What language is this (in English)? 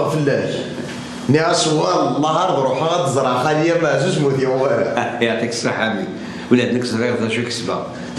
Kabyle